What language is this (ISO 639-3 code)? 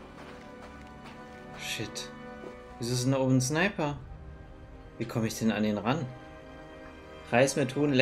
deu